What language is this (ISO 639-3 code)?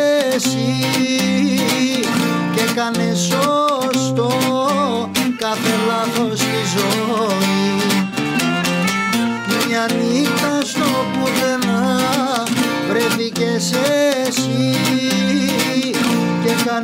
ell